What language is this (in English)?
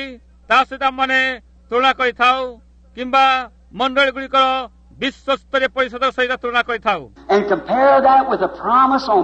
Odia